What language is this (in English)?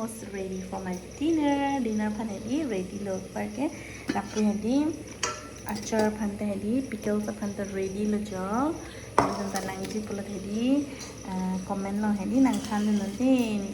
Karbi